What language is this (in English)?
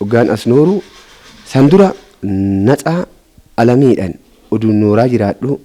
Oromo